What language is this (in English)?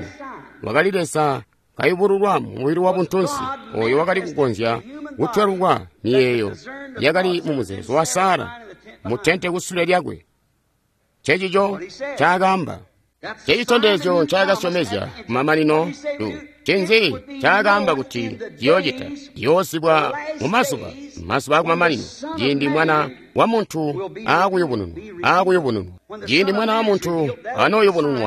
Tonga (Zambia)